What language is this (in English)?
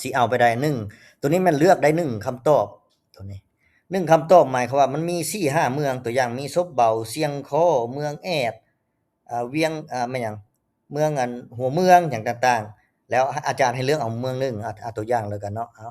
Lao